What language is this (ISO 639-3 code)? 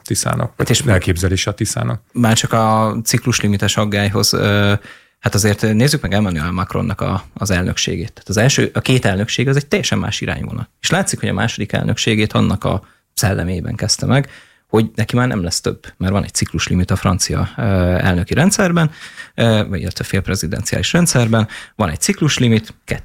hun